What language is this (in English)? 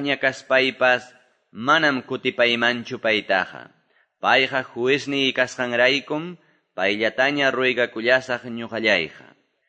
Quechua